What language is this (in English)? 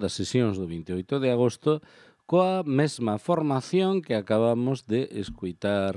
Galician